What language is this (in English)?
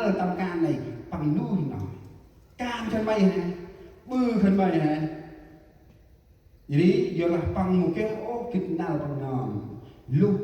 Central Mnong